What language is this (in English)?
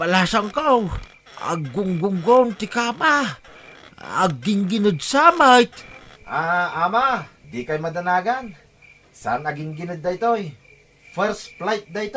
Iloko